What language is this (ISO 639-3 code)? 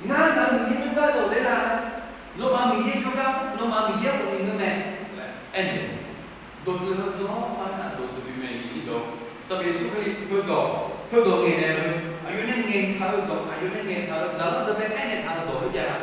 ahk